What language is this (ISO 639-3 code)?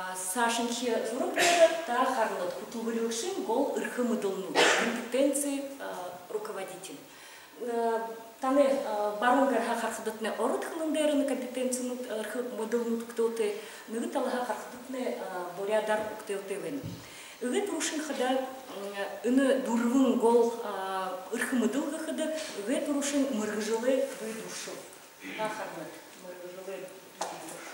bua